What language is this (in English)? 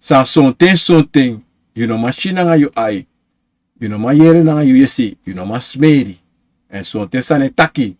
Sranan Tongo